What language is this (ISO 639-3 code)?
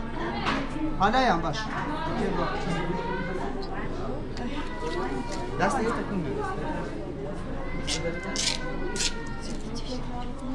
fas